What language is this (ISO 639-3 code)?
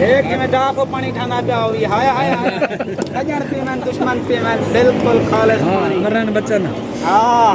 skr